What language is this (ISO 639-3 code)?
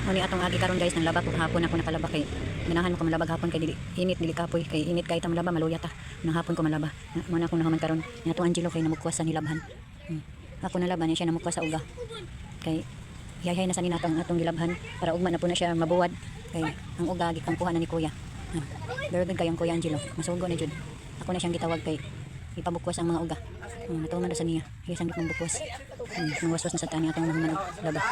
ceb